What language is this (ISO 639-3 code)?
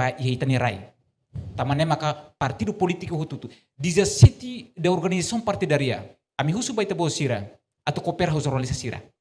tet